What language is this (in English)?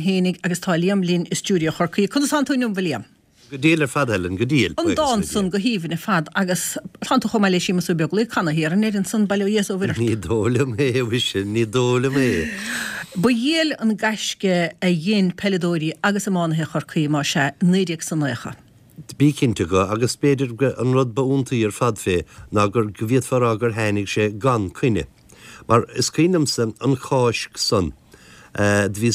Irish